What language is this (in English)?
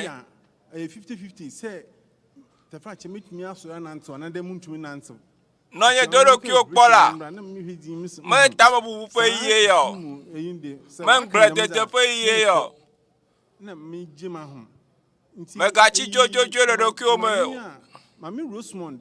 Ewe